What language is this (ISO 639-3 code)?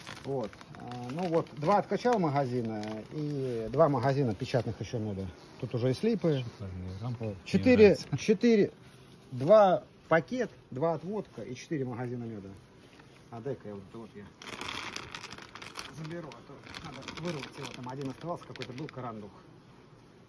rus